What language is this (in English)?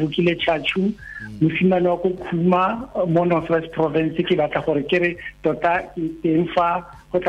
Tswana